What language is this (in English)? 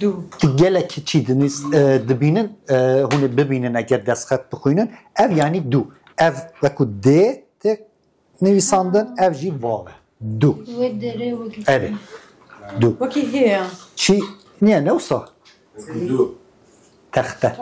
Kurdish